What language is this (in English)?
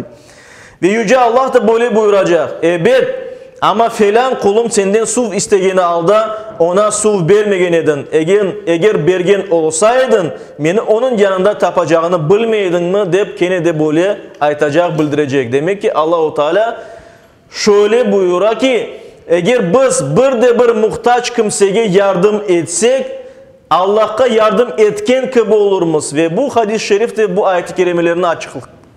Crimean Tatar